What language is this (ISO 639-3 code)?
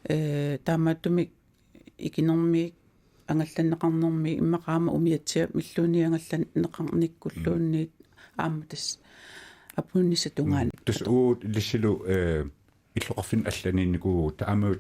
kal